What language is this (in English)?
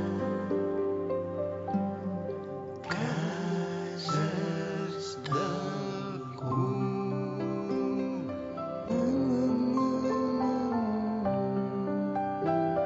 Catalan